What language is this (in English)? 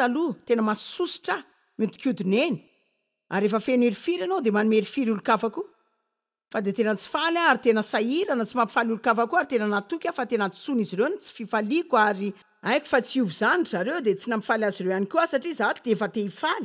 Malagasy